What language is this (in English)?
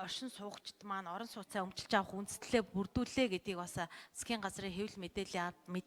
Mongolian